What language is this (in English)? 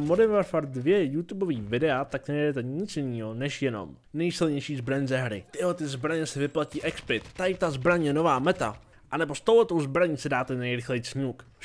Czech